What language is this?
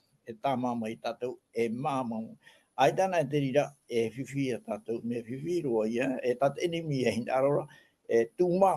Tahitian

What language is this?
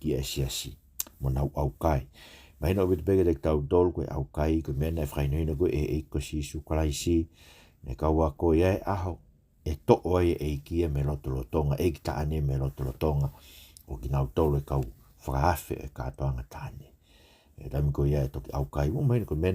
Tongan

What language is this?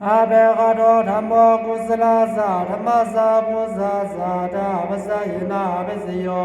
Pali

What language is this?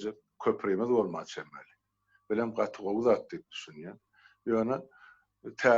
Turkmen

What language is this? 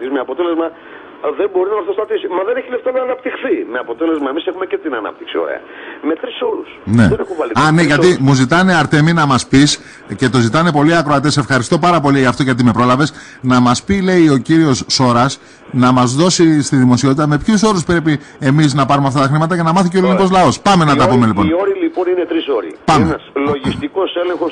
Greek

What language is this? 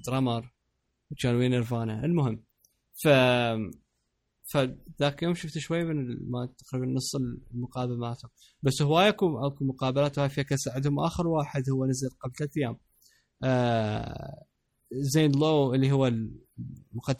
Mesopotamian Arabic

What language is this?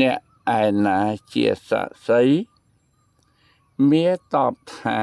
Khmer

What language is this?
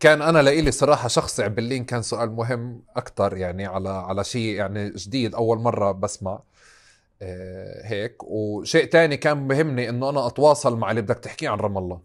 North Levantine Arabic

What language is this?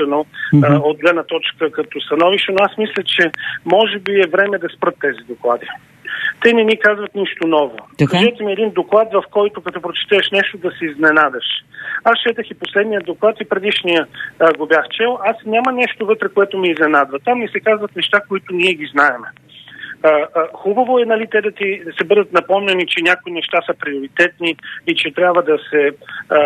Bulgarian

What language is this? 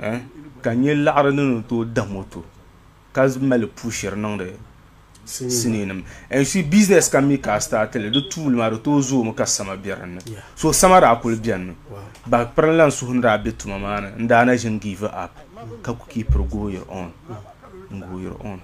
Dagbani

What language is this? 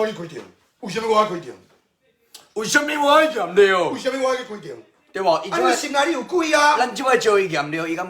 Min Nan Chinese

